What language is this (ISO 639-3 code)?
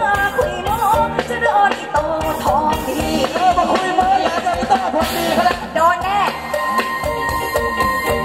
tha